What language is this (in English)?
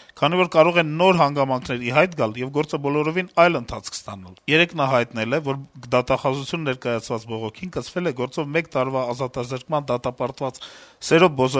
Armenian